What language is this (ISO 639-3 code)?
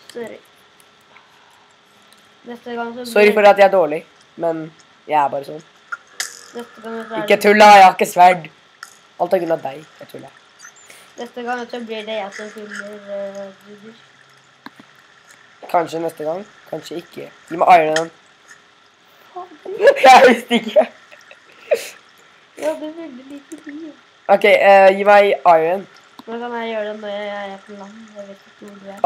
nor